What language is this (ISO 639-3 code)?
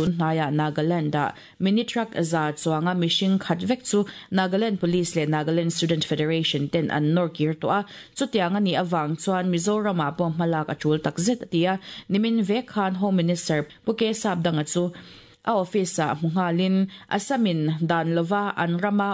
lus